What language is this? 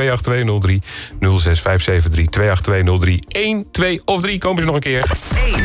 Dutch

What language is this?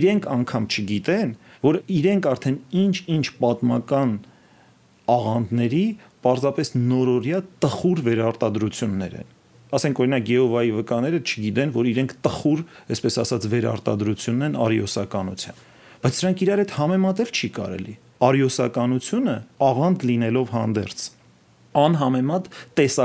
Armenian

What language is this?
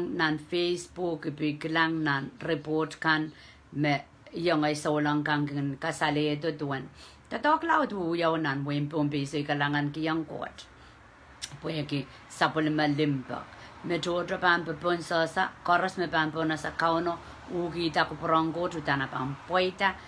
Pohnpeian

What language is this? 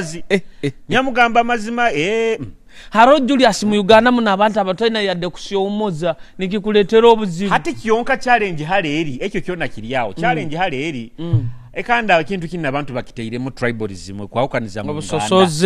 Nyoro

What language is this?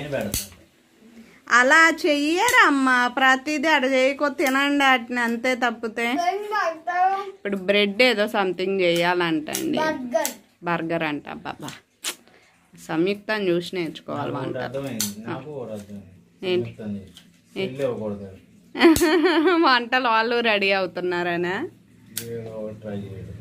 Telugu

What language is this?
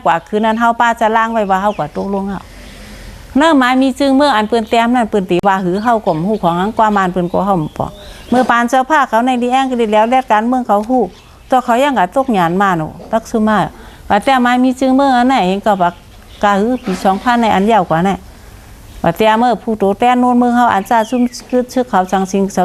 Shan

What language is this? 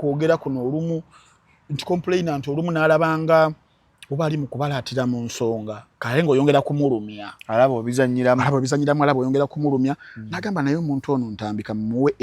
Ganda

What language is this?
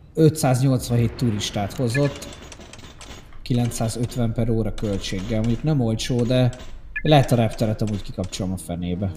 Hungarian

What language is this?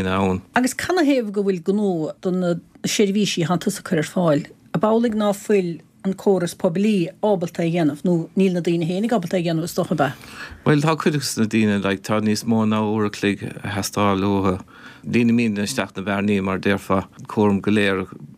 Irish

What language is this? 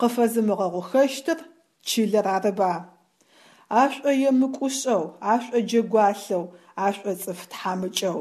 Adyghe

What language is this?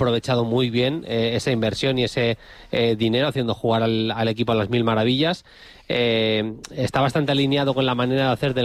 Spanish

